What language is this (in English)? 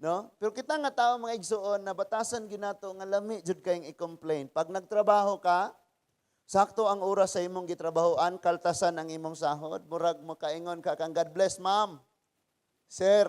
Cebuano